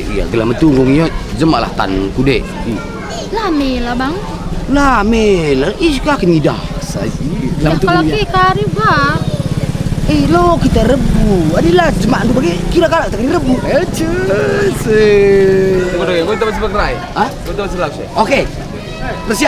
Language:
Batak Karo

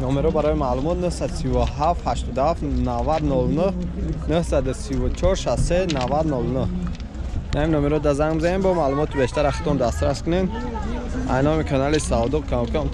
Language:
Tajik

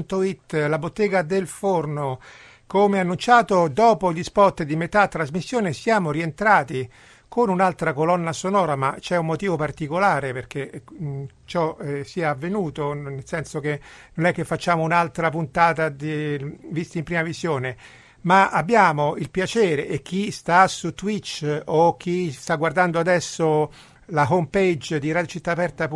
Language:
Italian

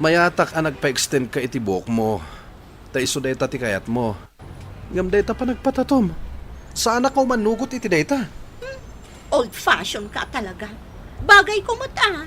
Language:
Iloko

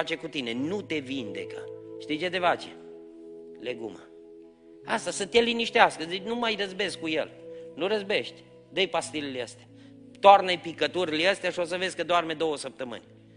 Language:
Romanian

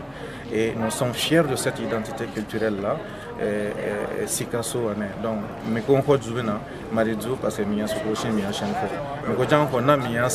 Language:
French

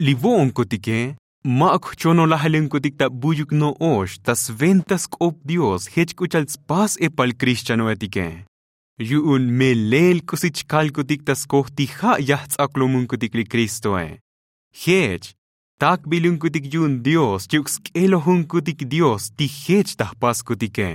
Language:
Tzotzil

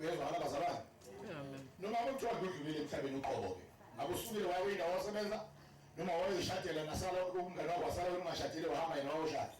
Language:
Zulu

